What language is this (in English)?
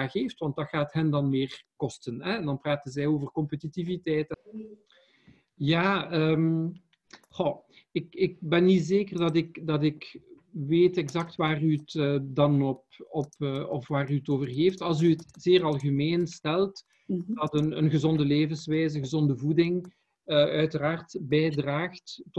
Dutch